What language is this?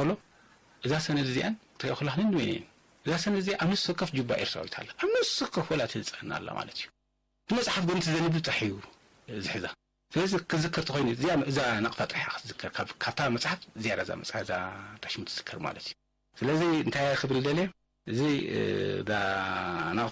Tigrinya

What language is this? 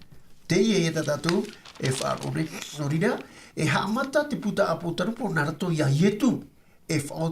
Tahitian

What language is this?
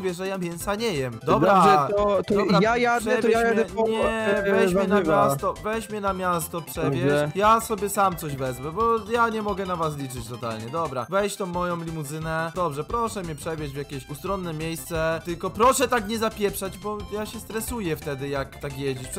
Polish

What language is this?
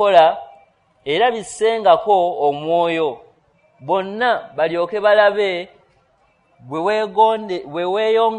Ganda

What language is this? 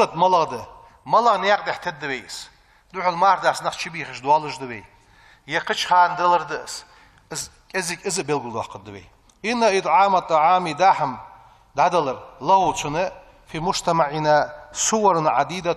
Ingush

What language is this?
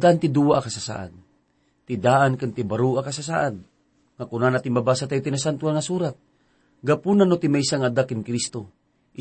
Iloko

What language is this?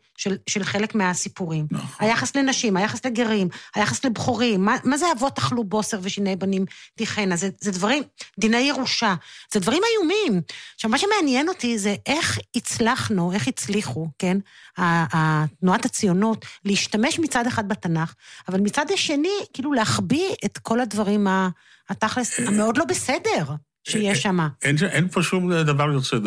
Hebrew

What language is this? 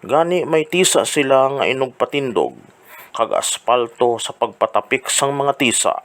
Hiligaynon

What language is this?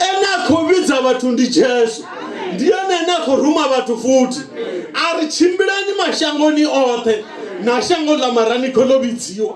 Venda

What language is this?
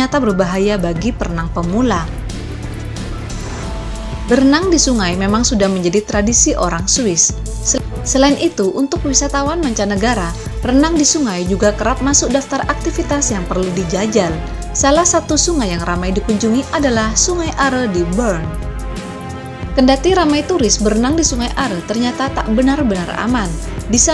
Indonesian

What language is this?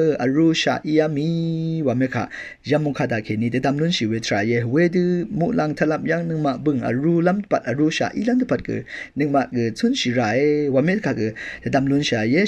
Rawang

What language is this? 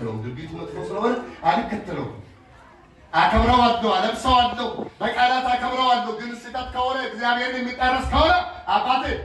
Amharic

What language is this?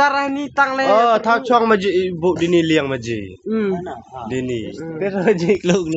Khasi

